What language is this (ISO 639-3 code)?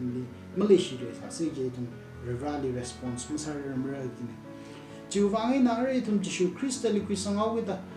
nmf